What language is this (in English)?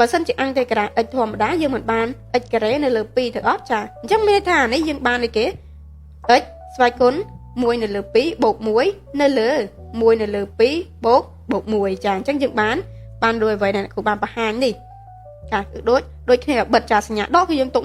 Khmer